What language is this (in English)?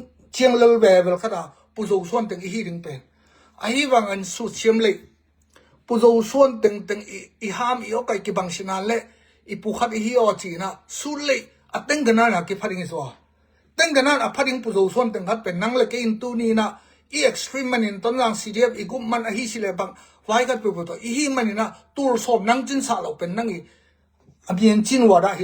Tedim Chin